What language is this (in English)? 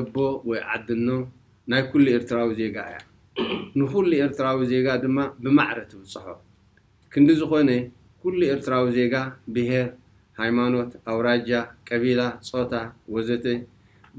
Tigrinya